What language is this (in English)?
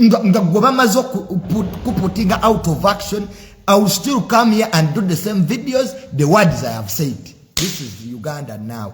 Ganda